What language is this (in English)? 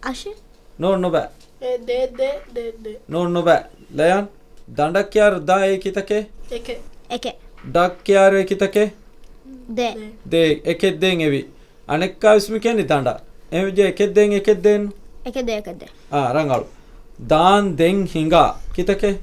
Divehi